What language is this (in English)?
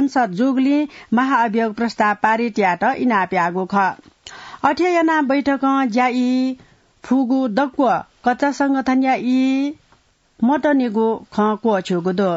Newari